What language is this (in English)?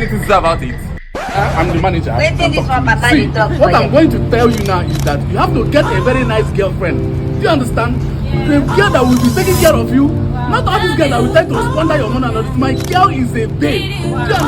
Nigerian Pidgin